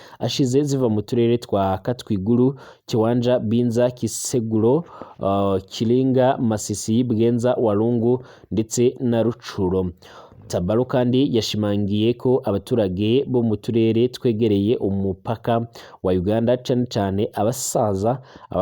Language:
Rundi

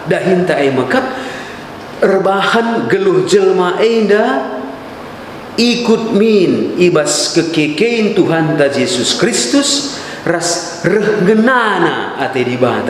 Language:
Batak Karo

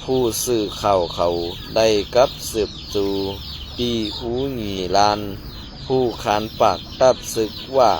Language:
Shan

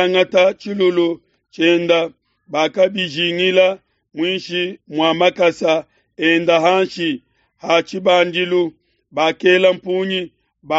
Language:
Luba-Lulua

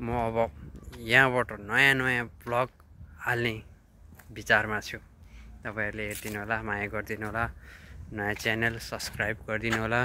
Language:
Nepali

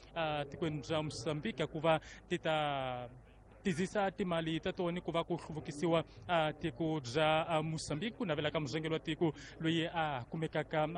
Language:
Tsonga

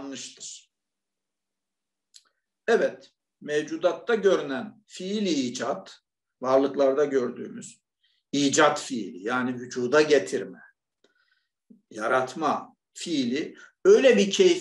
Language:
Turkish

